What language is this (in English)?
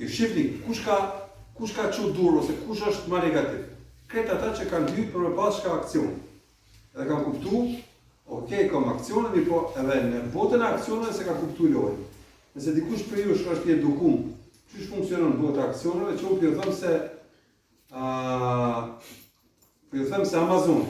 Albanian